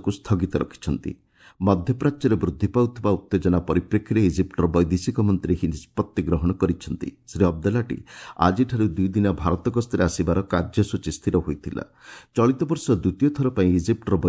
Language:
Odia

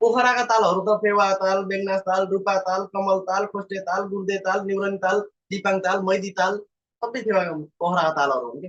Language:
Nepali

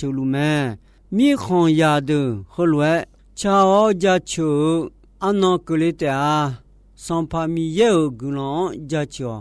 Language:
Akha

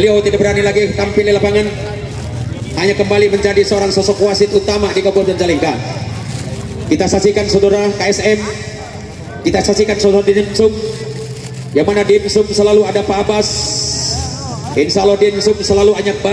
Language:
Indonesian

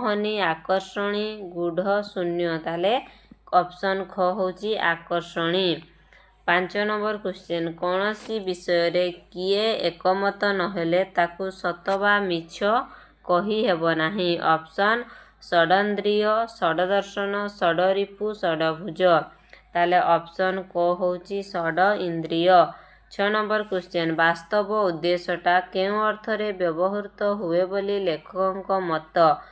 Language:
Odia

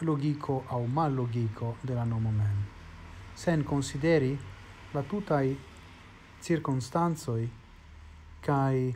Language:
Esperanto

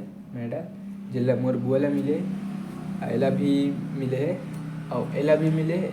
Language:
Chhattisgarhi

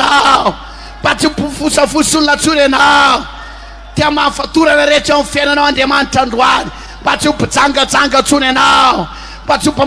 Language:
Malagasy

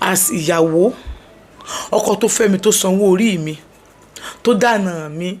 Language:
Yoruba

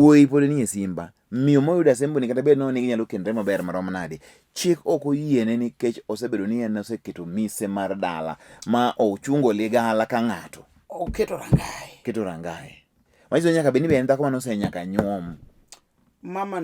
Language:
Luo (Kenya and Tanzania)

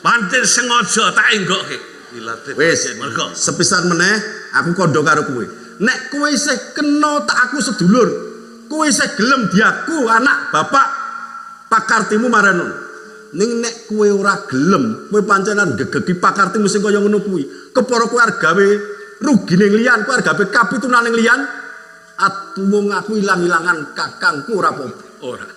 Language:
Javanese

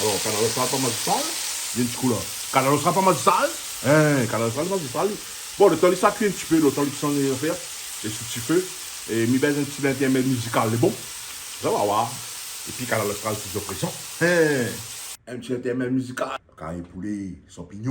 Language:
Réunion Creole French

